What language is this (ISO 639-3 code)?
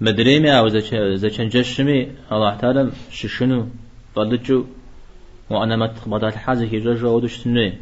kbd